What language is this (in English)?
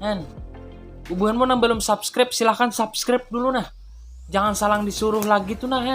Banjar